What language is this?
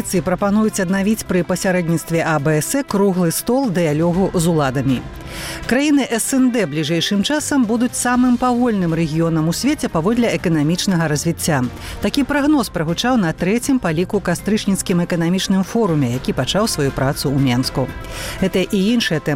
Belarusian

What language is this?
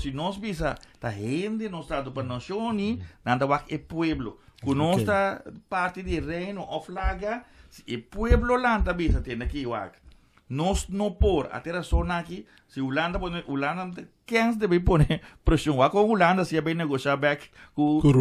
Papiamento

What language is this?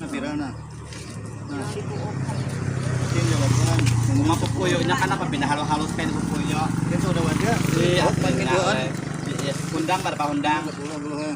Banjar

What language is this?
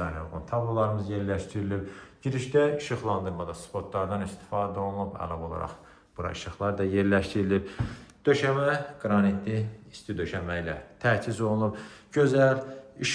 Azerbaijani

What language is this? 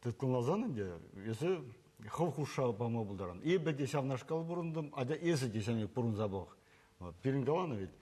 Chuvash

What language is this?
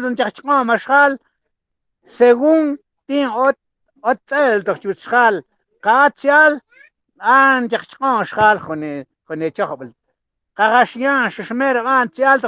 Mam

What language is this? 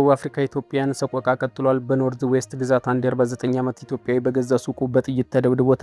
Amharic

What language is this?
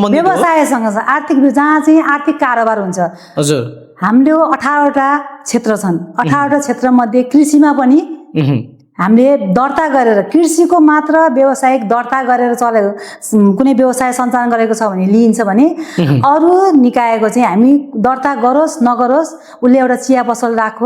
Nepali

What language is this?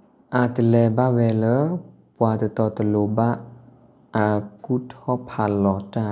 S'gaw Karen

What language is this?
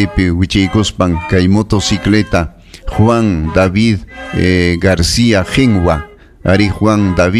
Ayacucho Quechua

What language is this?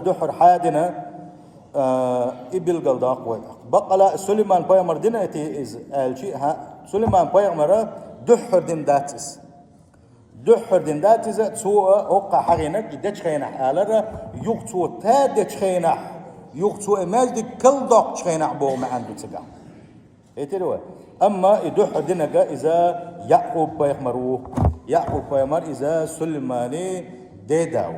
Chechen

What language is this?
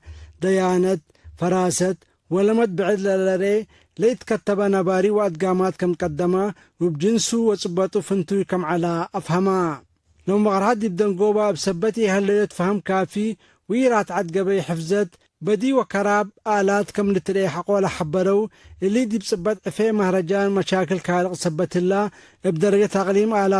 Tigre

